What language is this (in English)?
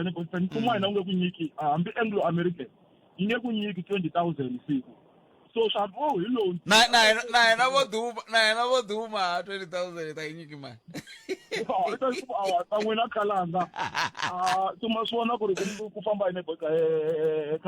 Tsonga